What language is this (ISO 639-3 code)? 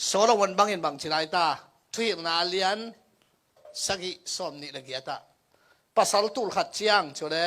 ctd